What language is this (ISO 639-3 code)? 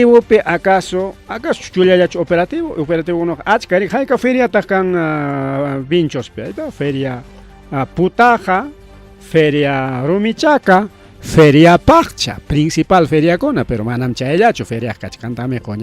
quy